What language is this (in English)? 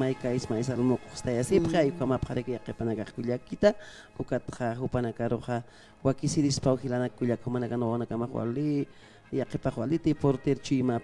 Aymara